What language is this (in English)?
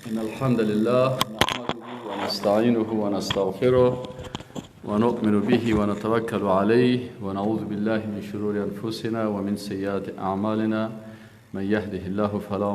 Persian